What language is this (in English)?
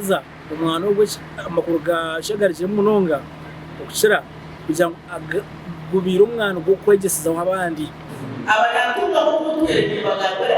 Nyankole